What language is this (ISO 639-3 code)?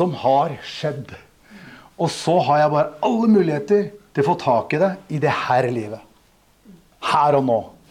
nor